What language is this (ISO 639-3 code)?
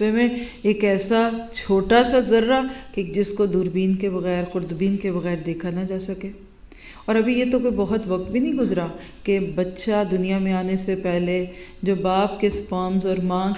urd